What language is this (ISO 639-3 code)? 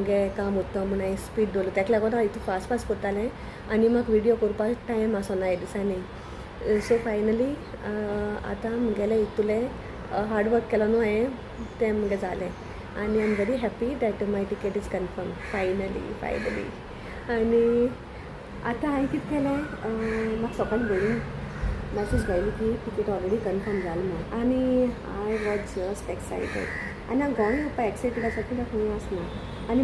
kok